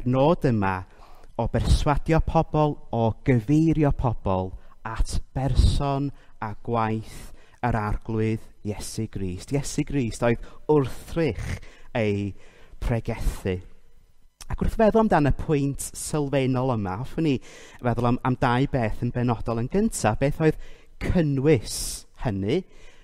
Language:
Welsh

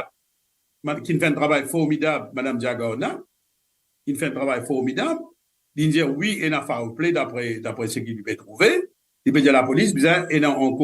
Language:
Morisyen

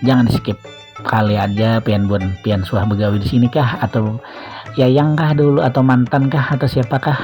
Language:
Banjar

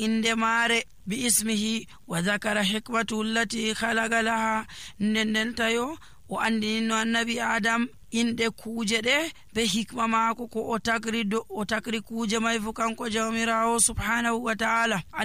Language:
Nigerian Fulfulde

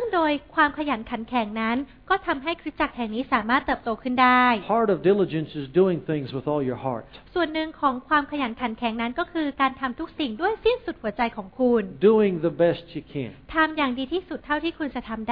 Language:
Thai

